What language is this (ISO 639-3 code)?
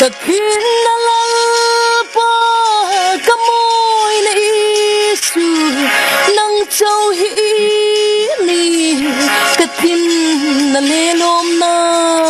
cfm